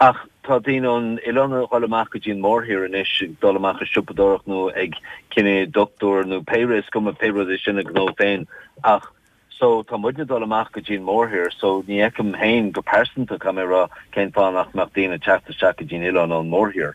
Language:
Irish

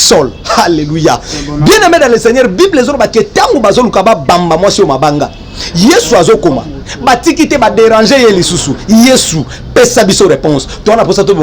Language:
Lingala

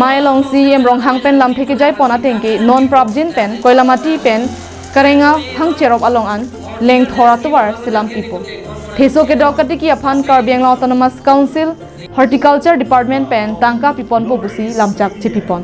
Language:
Karbi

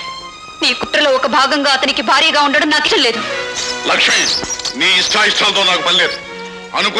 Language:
Telugu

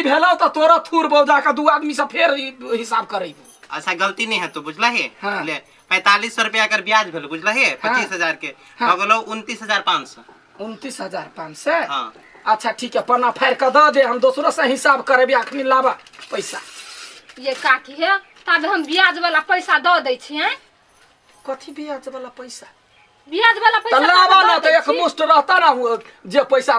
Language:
Maithili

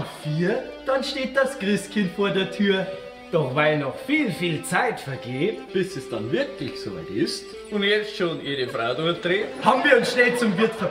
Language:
Bavarian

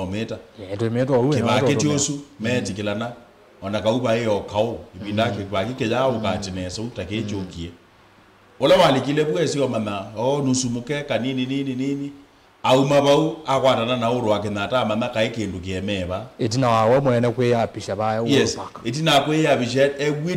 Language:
Kamba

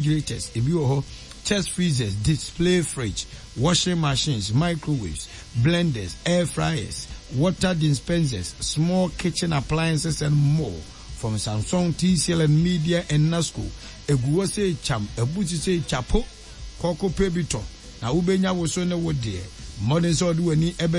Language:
Akan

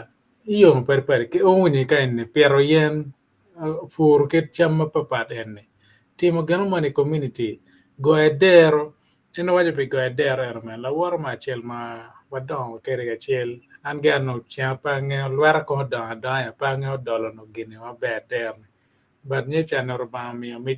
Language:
Acoli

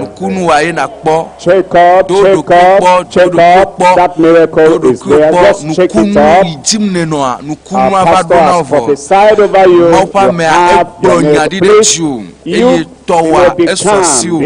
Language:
Ewe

